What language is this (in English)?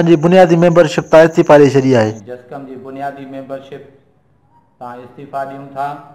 Sindhi